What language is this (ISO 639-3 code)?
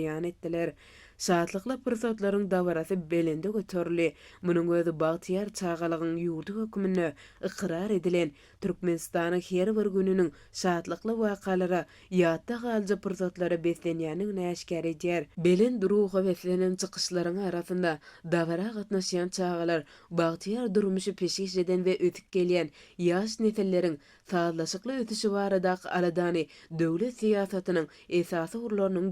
tuk